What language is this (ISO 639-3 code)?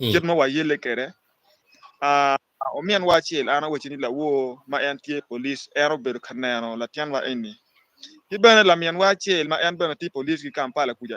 ach